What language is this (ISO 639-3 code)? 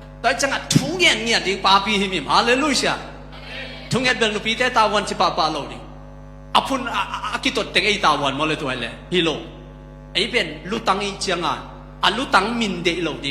ctd